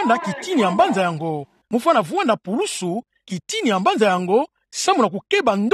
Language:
Kituba (Democratic Republic of Congo)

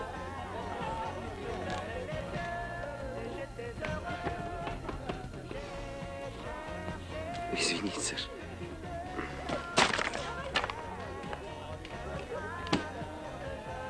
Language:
Russian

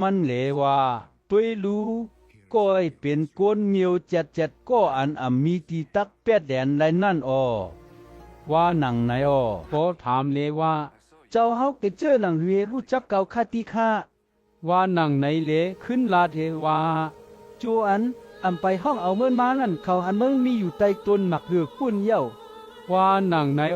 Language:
Shan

